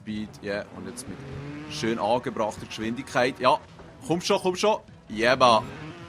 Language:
Swiss German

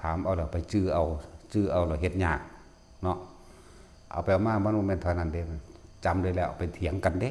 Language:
Northeastern Thai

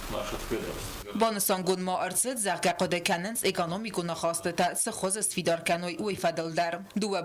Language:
Ossetic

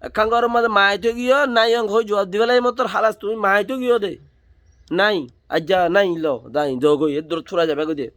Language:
Rohingya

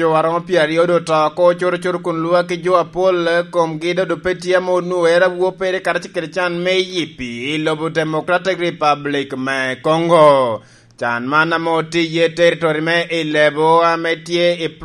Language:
Lango (Uganda)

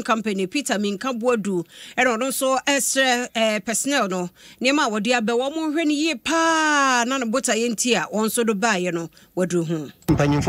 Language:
Akan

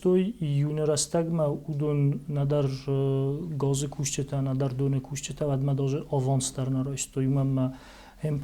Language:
Ossetic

